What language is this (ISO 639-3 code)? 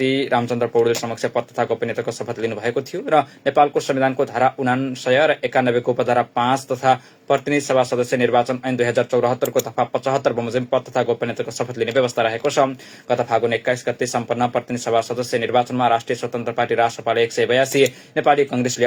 nep